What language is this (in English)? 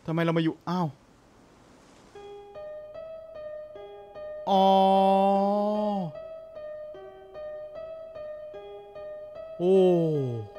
Thai